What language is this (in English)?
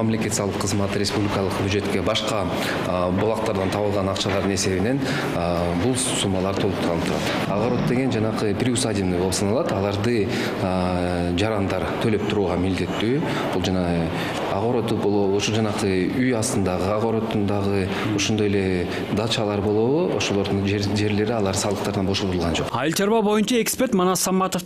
Kyrgyz